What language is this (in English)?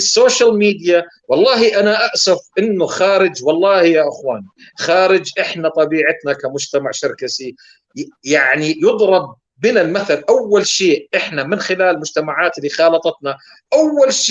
North Levantine Arabic